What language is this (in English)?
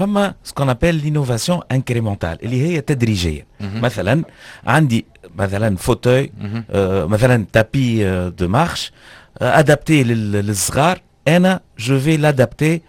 Tunisian Arabic